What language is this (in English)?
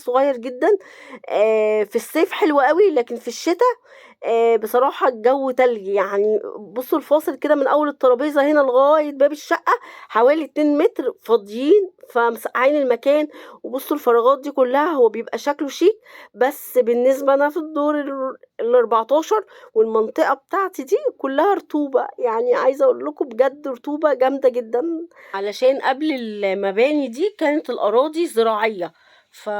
Egyptian Arabic